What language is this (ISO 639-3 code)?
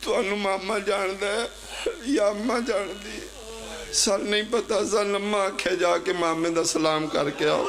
phr